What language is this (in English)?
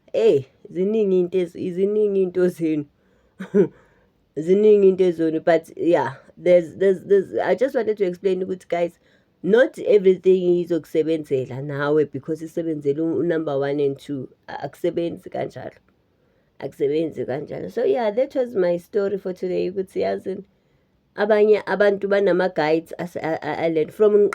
Zulu